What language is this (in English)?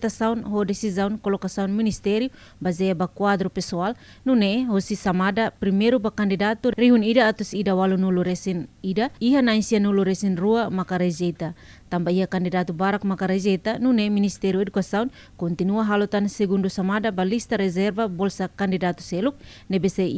Tetum